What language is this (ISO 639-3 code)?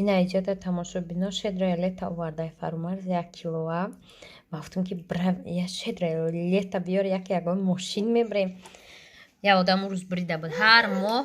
tgk